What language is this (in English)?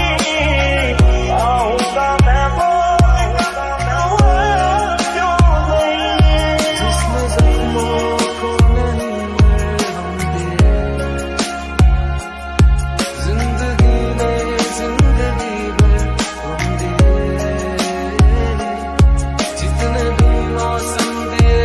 Hindi